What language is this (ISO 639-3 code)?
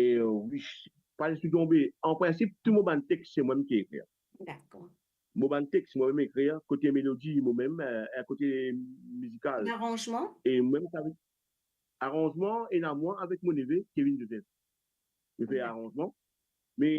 mfe